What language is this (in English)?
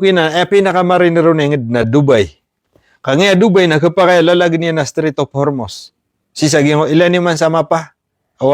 Maranao